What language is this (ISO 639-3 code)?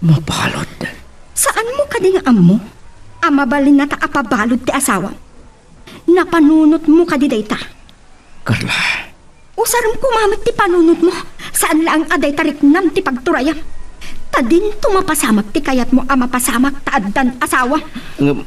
ilo